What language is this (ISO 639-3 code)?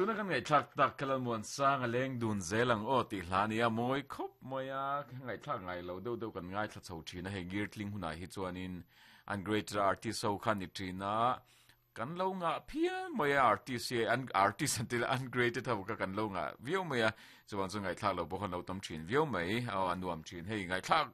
lus